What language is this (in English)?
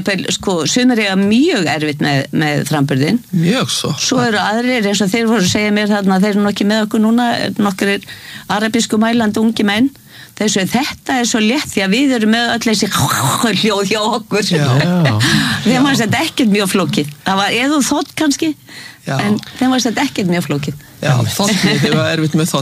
Icelandic